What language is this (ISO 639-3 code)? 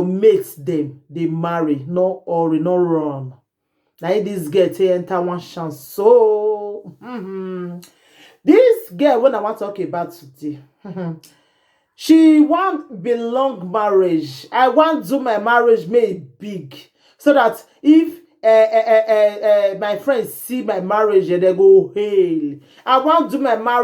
pcm